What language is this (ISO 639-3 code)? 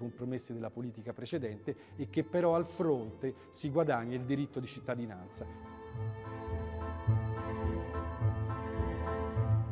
ita